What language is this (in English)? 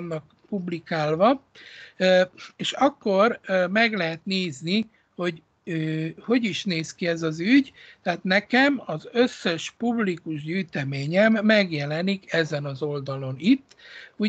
Hungarian